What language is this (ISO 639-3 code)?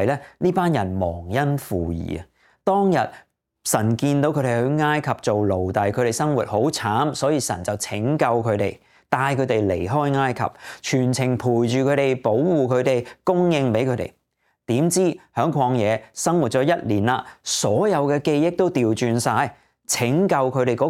yue